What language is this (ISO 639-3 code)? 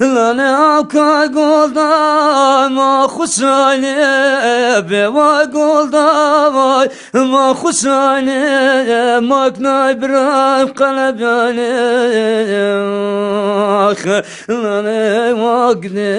zza